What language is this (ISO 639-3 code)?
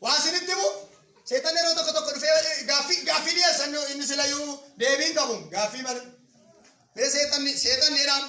orm